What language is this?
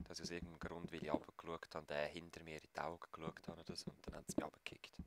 Swiss German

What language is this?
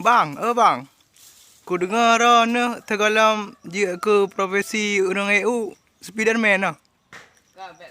Achinese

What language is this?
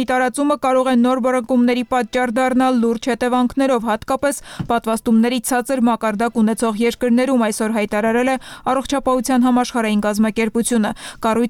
Armenian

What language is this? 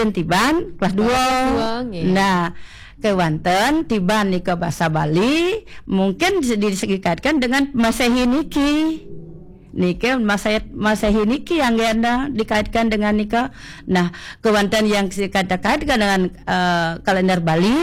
Balinese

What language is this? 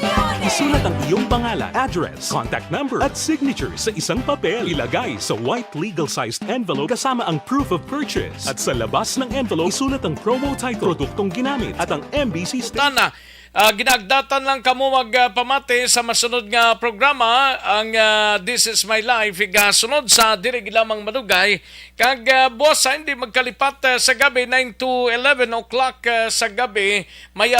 Hiligaynon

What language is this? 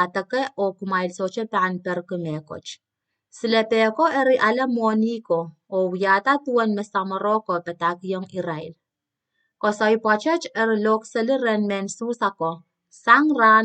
Pohnpeian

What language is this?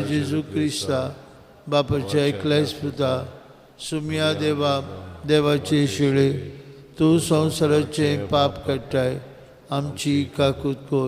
Konkani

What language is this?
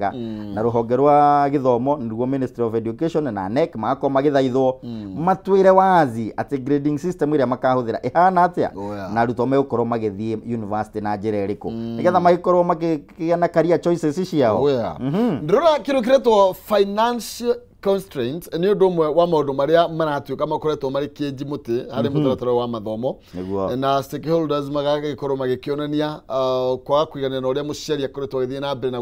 Kikuyu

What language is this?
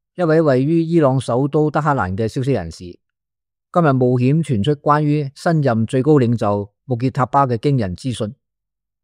Cantonese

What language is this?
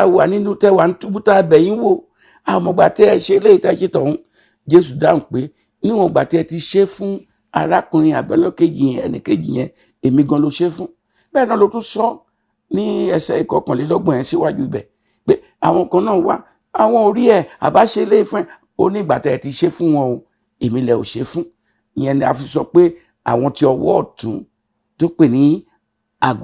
Yoruba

